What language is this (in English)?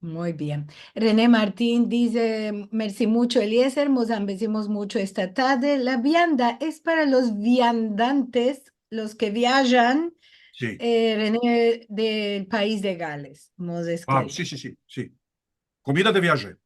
Ladino